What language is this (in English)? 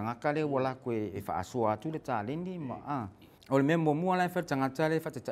Samoan